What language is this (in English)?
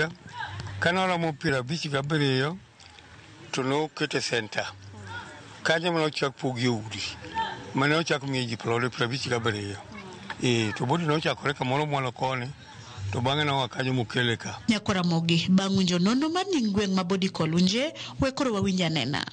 Luo (Kenya and Tanzania)